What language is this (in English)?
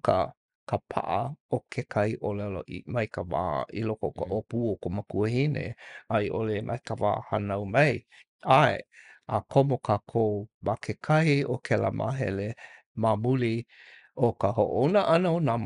Hawaiian